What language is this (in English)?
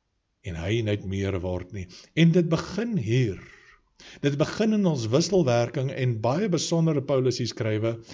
Afrikaans